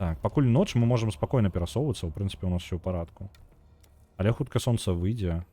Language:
Belarusian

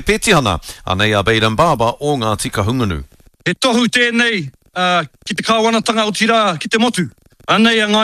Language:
Māori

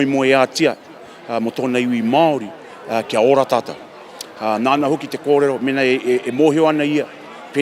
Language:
Māori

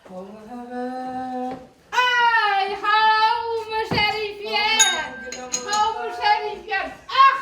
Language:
Bashkir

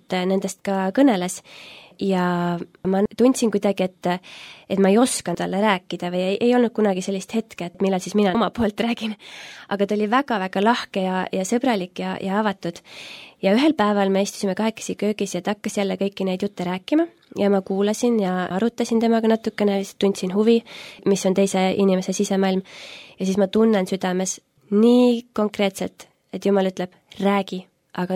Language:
Estonian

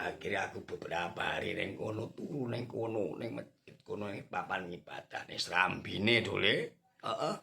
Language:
Javanese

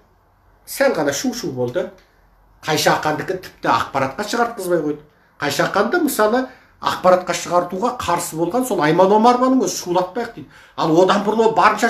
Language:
Kazakh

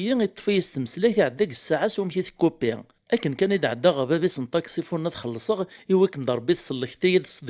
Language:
Kabyle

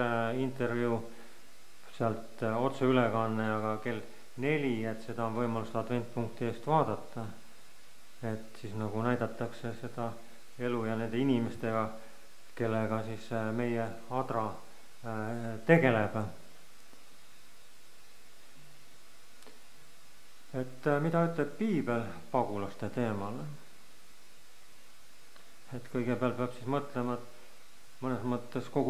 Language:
Estonian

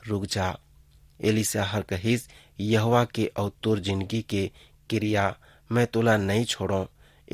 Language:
Chhattisgarhi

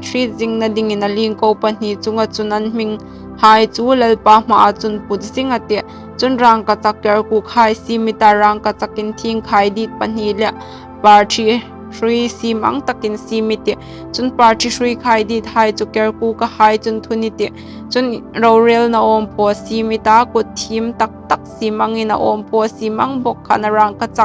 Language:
Hmar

